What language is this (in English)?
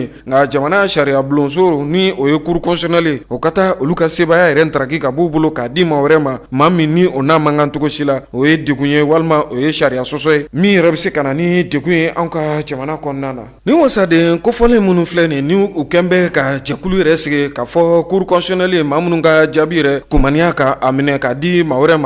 Bambara